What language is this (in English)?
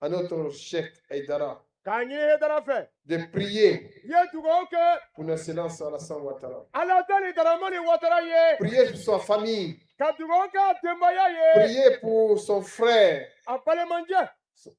Bambara